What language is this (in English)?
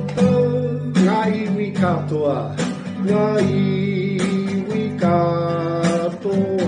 Māori